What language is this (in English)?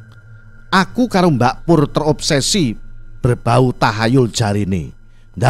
Javanese